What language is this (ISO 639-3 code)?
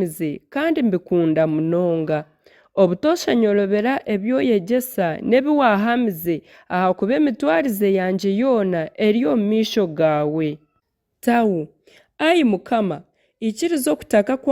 nyn